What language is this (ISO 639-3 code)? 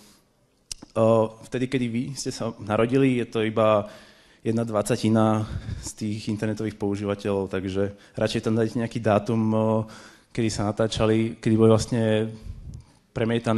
slk